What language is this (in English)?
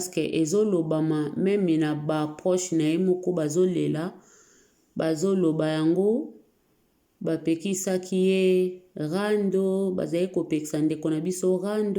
Lingala